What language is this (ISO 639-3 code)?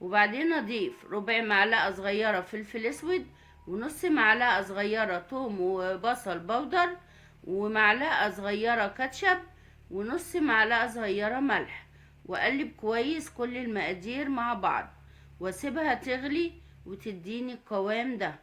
arz